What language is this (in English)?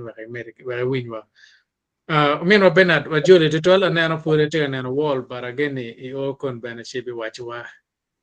Acoli